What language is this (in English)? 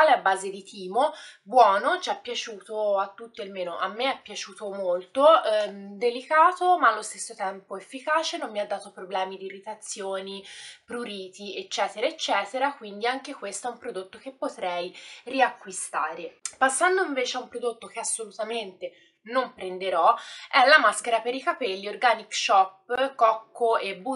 Italian